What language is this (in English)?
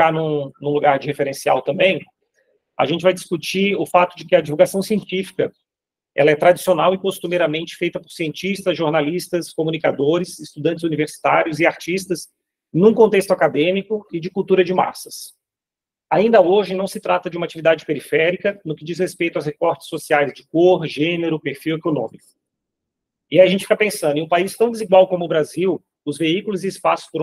Portuguese